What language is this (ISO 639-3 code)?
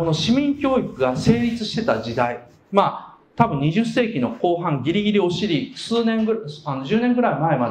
jpn